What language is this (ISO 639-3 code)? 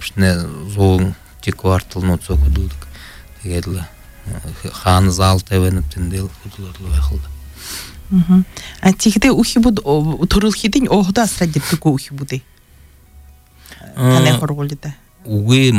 bua